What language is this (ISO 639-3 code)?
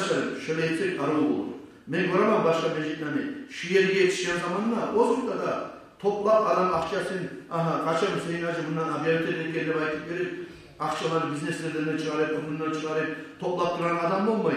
kum